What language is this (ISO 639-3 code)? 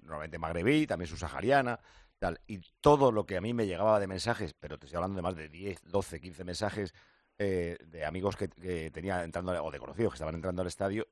spa